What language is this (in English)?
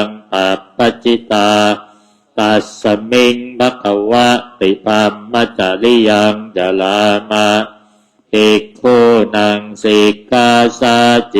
Pali